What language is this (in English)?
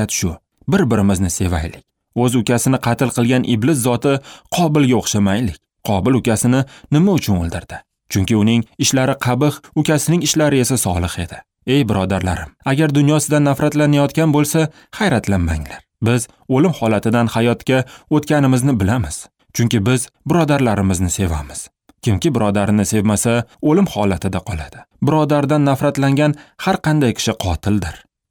Uzbek